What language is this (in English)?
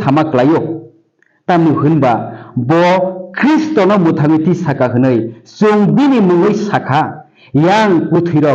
Kok Borok